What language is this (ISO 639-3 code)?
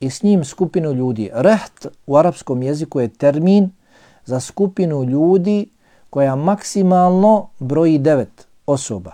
bos